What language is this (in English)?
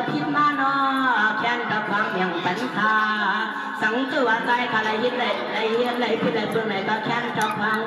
Shan